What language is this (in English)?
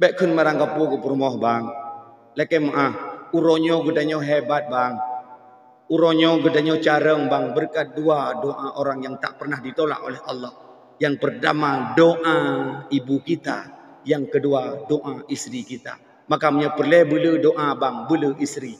Achinese